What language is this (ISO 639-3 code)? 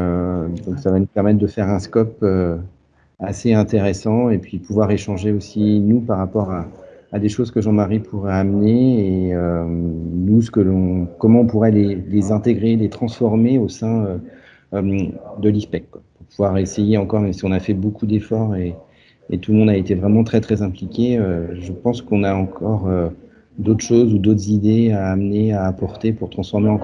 fra